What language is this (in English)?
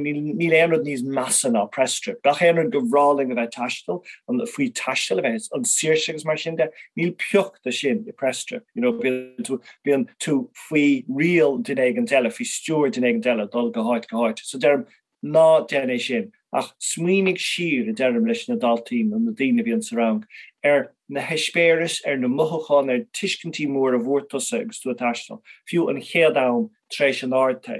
Irish